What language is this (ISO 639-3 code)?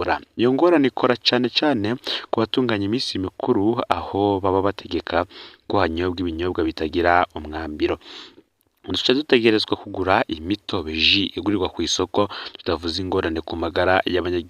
run